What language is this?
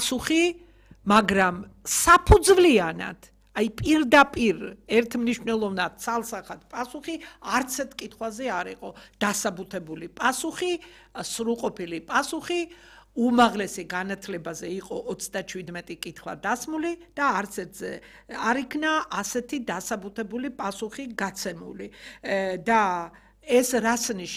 Georgian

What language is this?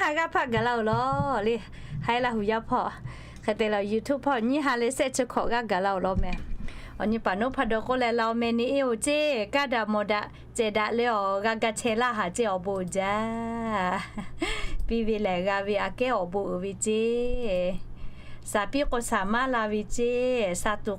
Lahu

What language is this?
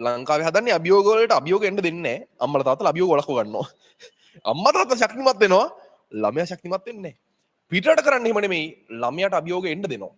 Sinhala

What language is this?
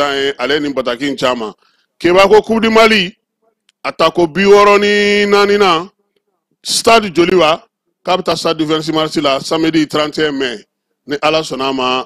Bambara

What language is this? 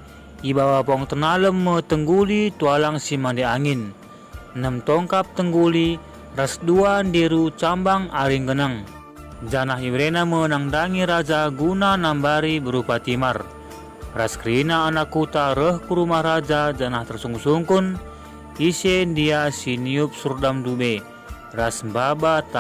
Batak Karo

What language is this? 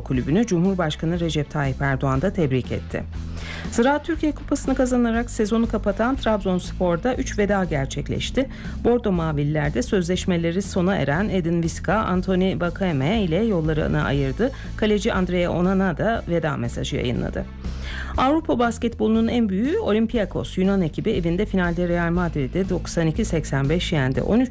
Turkish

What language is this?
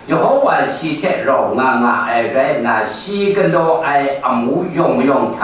Kachin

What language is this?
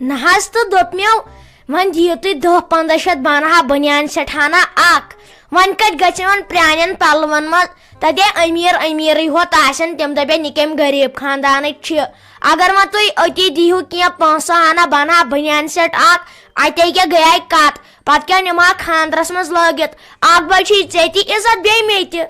Kashmiri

